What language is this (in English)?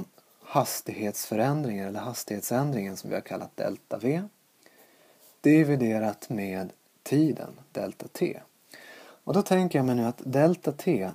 Swedish